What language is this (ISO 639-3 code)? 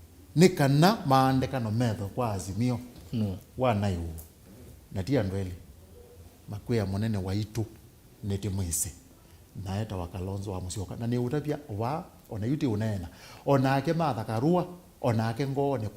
kam